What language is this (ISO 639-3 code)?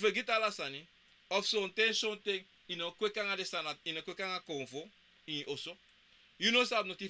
srn